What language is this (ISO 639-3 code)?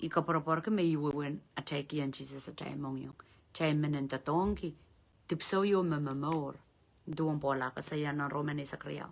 pon